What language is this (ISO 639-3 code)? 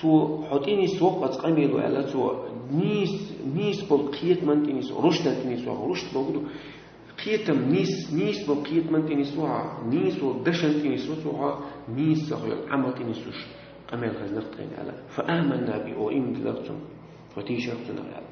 che